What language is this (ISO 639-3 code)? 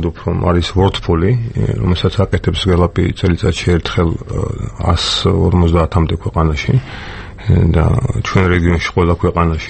kat